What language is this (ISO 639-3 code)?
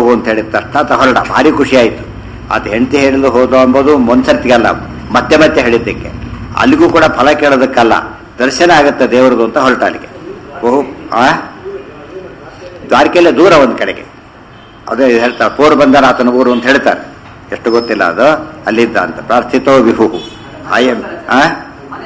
kan